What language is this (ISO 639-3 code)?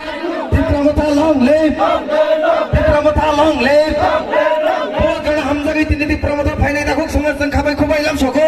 trp